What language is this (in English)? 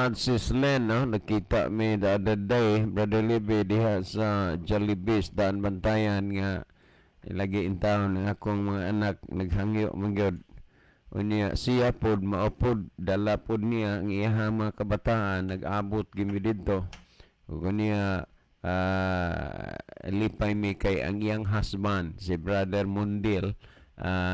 Cebuano